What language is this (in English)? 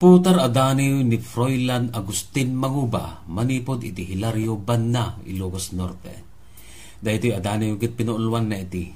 Iloko